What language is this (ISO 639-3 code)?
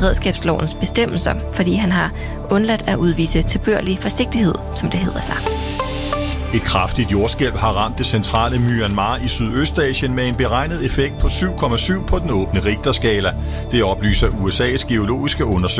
dan